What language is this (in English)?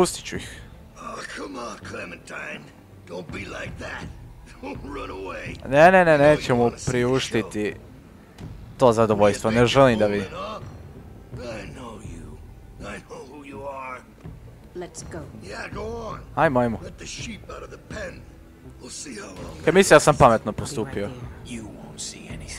Croatian